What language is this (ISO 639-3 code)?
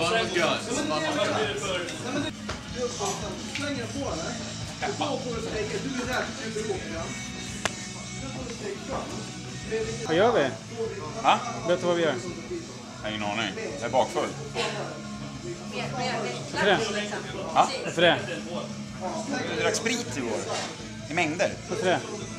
swe